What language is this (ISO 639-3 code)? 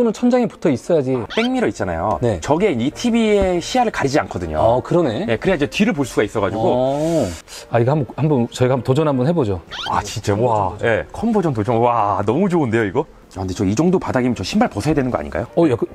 kor